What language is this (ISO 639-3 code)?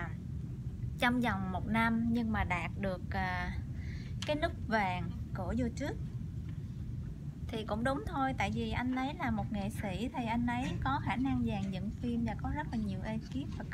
vie